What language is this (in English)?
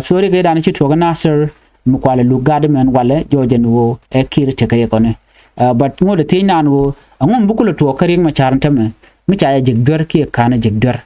Nuer